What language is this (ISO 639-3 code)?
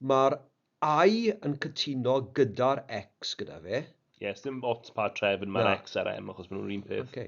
cym